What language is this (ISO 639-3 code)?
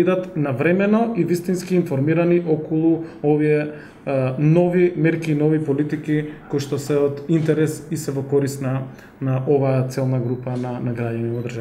mkd